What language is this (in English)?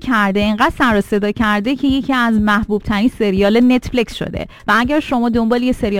Persian